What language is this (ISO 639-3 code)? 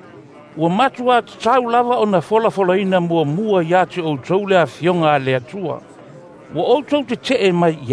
smo